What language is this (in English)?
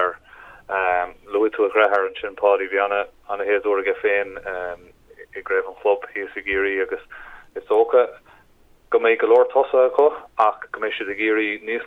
Irish